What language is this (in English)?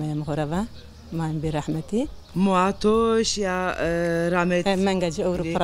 Zaza